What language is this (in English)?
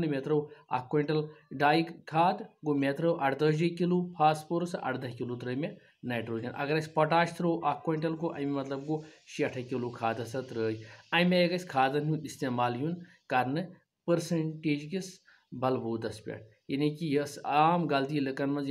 Kashmiri